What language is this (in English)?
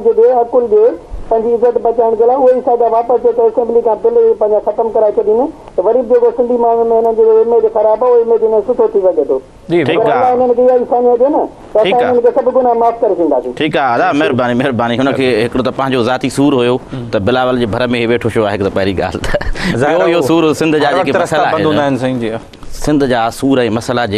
Sindhi